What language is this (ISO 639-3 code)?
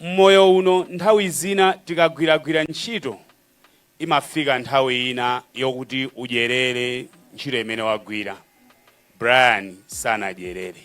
nya